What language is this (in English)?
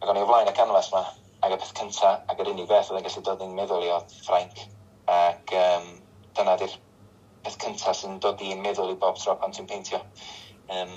Welsh